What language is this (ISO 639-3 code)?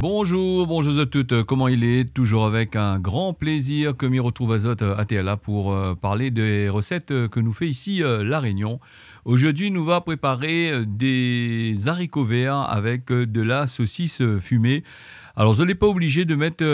rcf